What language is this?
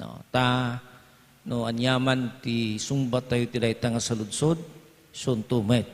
Iloko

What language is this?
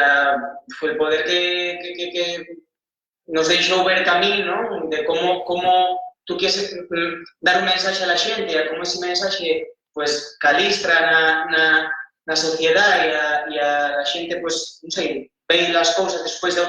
Asturian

